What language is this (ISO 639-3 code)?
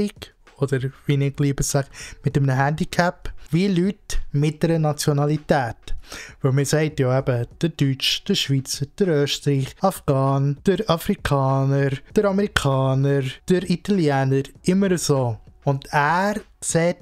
gsw